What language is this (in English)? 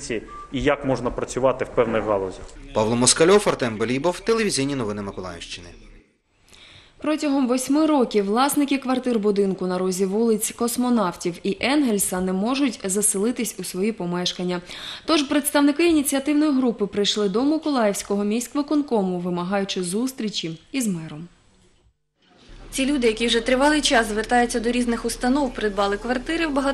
Ukrainian